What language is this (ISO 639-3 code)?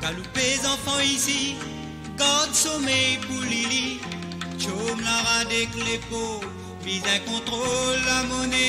mfe